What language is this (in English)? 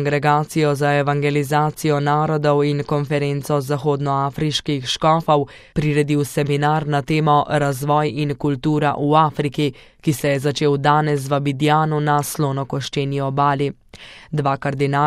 Slovenian